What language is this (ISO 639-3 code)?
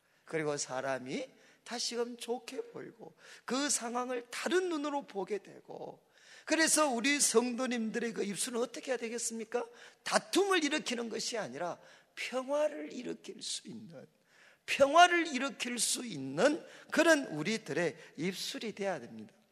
kor